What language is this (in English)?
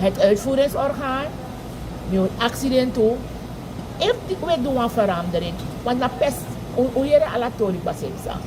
Sranan Tongo